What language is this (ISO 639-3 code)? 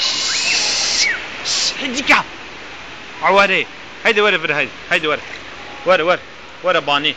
kur